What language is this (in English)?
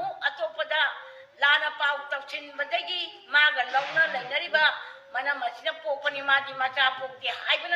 Manipuri